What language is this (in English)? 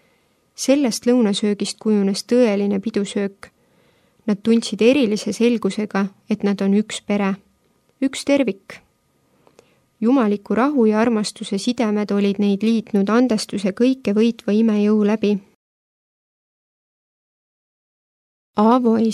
Estonian